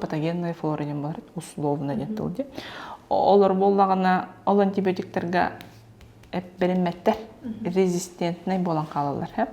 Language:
Yakut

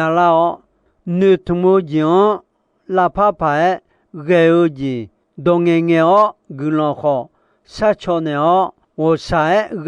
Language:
Akha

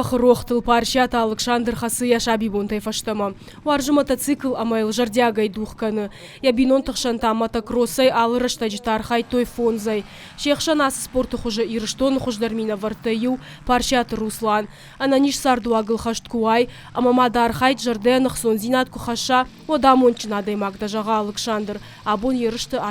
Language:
Ossetic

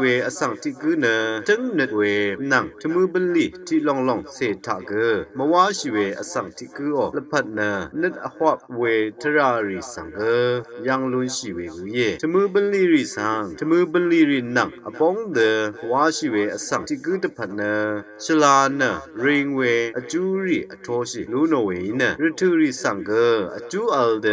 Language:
Rawang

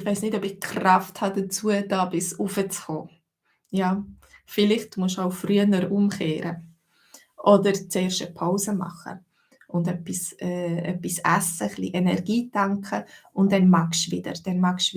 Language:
Swiss German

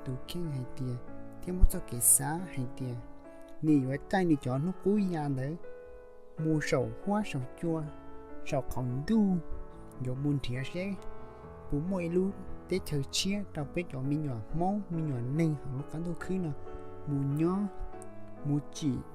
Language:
Hmong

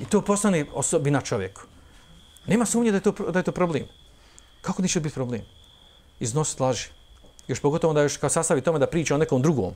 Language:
Bosnian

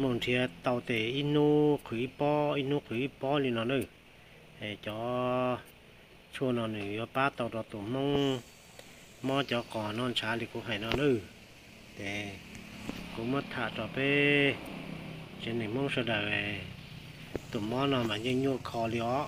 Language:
Hmong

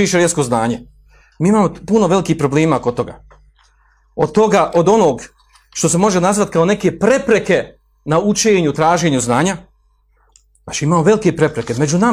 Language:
Bosnian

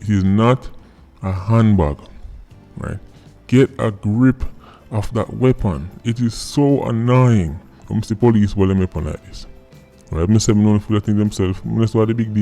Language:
Jamaican Creole English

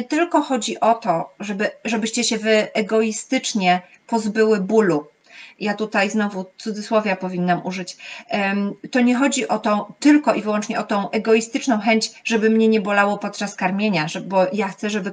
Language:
Polish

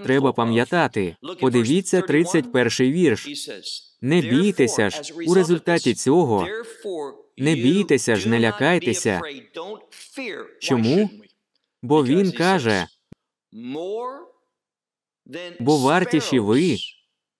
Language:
Ukrainian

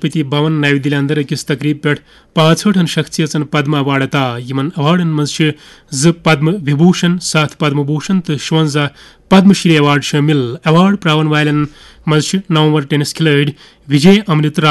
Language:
Kashmiri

